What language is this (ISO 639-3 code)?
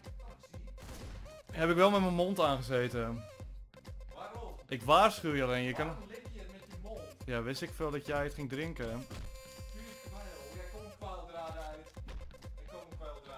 nld